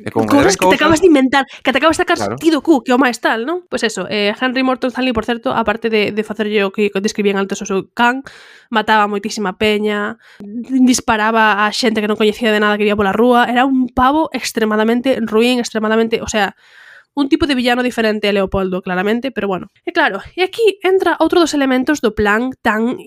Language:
Galician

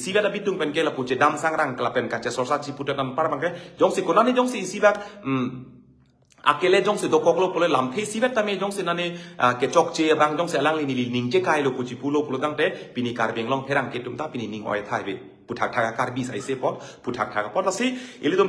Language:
Karbi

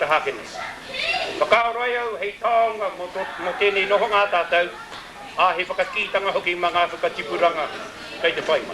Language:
Māori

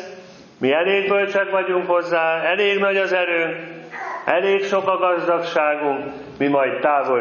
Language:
Hungarian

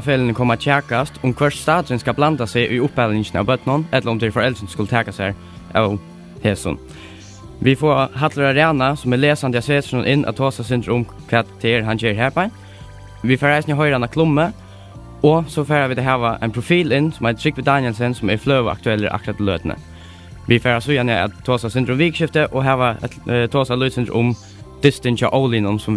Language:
Faroese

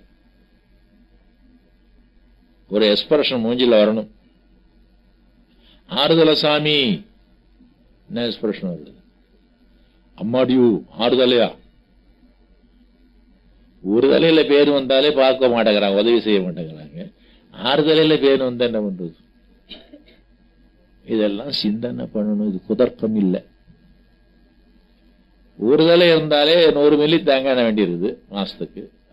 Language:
Tamil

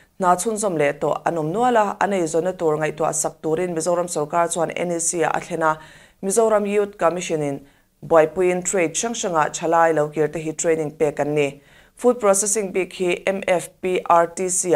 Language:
Mizo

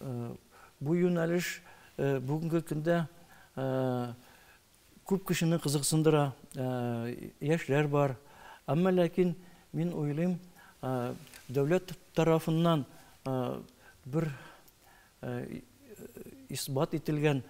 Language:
Tatar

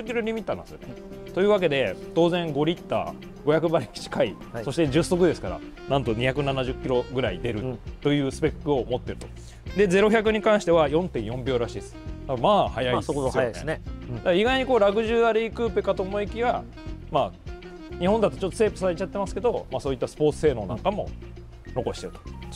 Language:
Japanese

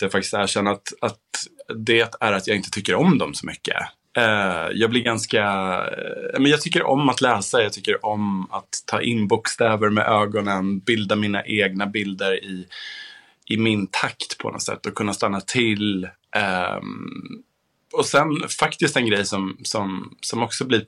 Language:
Swedish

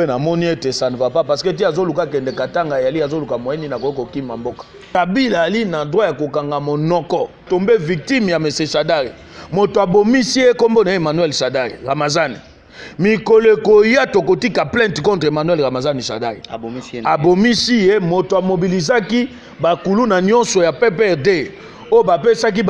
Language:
Lingala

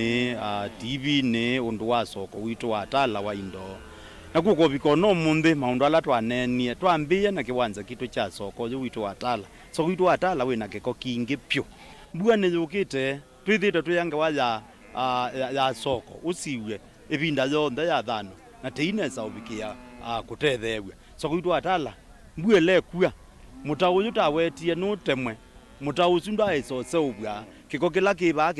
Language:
Kamba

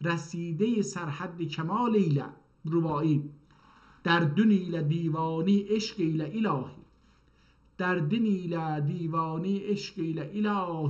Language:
South Azerbaijani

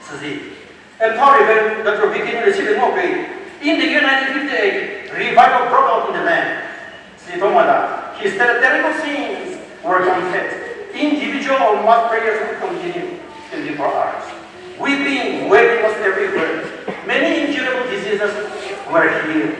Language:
Chokri Naga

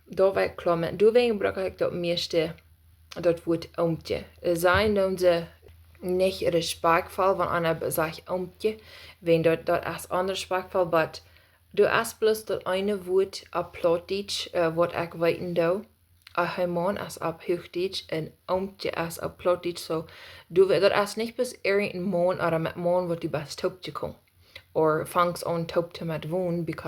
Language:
Plautdietsch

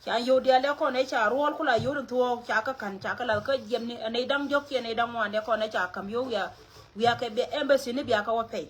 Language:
Nuer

